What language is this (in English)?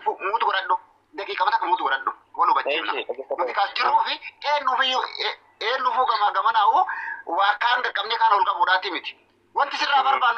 Oromo